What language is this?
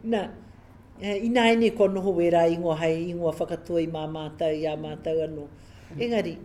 Māori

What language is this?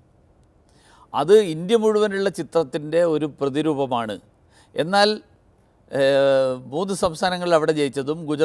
Malayalam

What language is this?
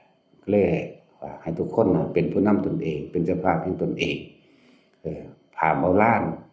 Northeastern Thai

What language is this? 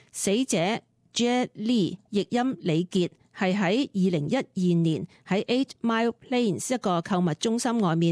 Cantonese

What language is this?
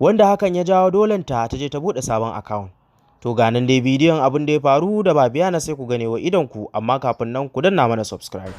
Hausa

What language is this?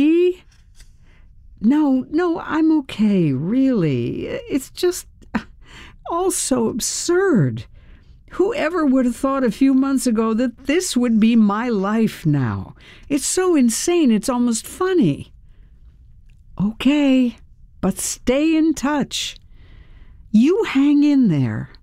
English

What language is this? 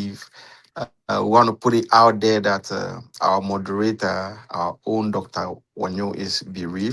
Ewe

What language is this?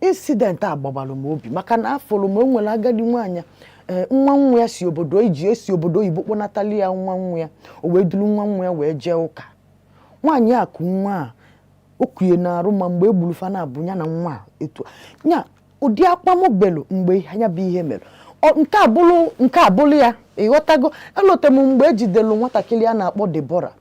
Igbo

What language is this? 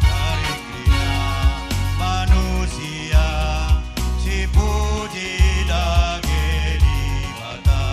Batak Karo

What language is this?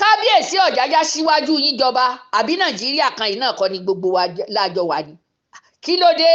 Yoruba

